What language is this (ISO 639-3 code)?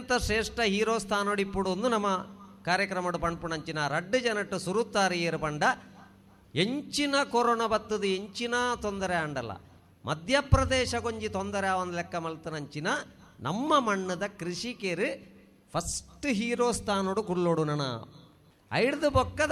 tcy